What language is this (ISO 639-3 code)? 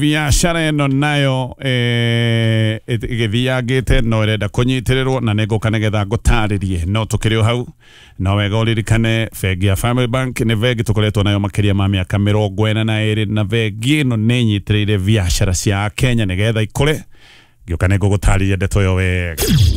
kik